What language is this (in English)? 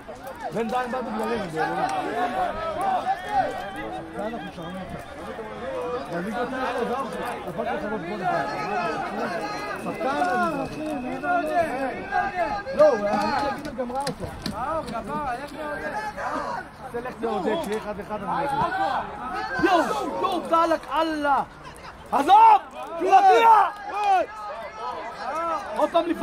Hebrew